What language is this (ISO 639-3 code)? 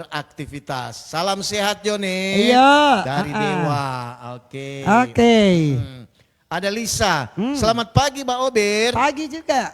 xmm